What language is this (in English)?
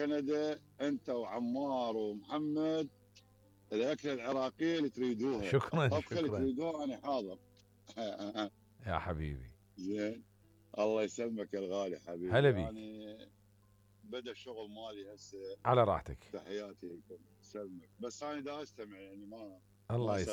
Mesopotamian Arabic